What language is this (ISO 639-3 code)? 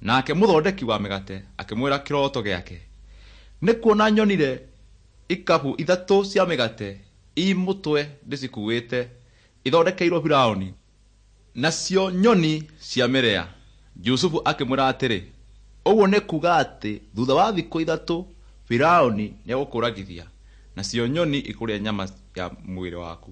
kik